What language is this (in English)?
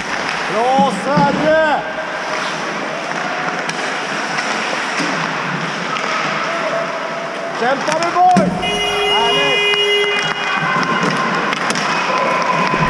Swedish